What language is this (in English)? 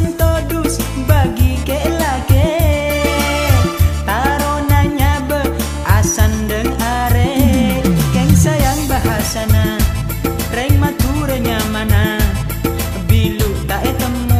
Madurese